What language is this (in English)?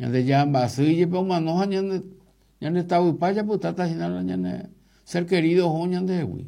Guarani